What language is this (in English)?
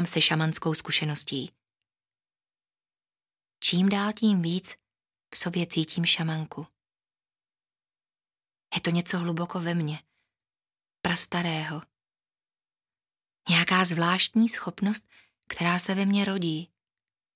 Czech